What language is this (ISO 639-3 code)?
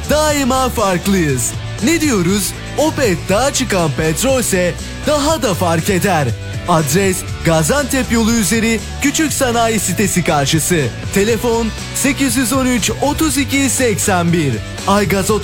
tur